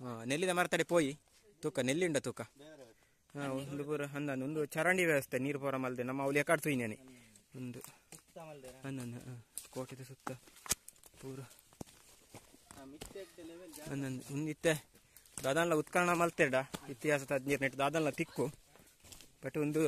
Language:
Tulu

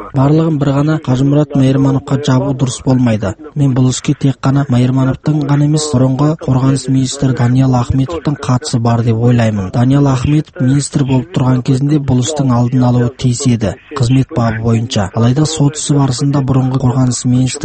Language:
Kazakh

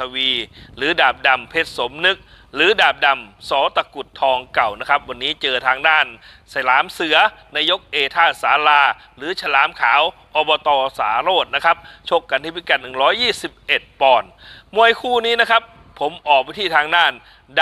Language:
Thai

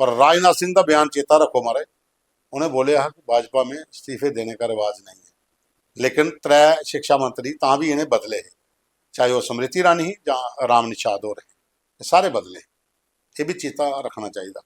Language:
Dogri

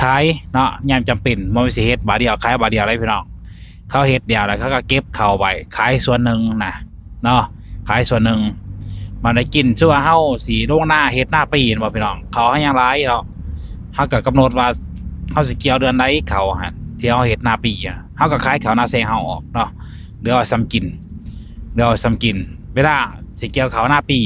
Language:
Lao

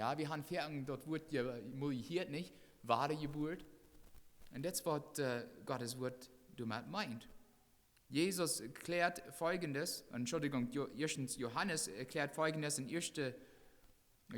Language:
Plautdietsch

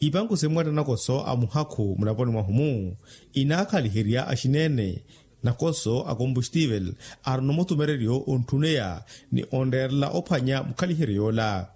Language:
Makhuwa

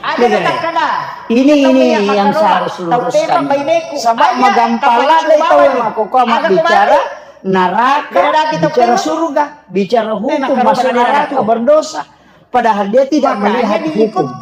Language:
Buginese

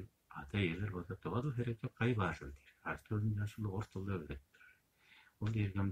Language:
Tuvinian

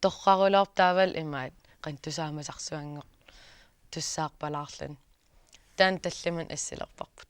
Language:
Kalaallisut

